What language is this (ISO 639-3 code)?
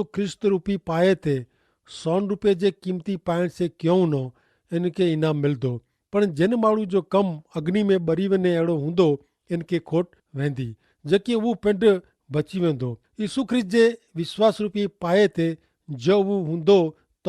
kfr